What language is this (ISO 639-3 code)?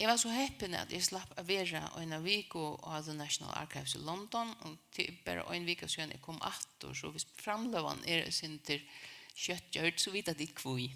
fao